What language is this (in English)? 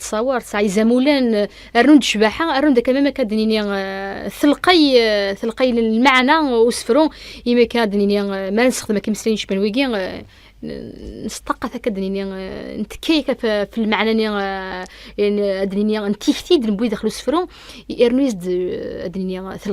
Kabyle